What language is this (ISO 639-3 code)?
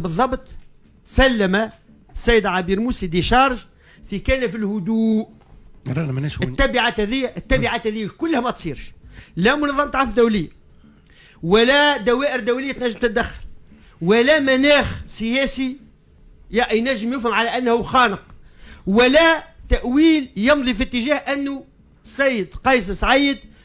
aeb